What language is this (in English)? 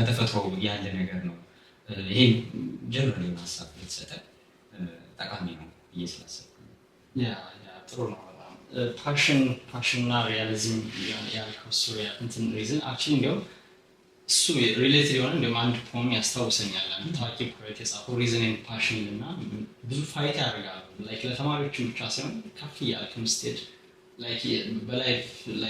Amharic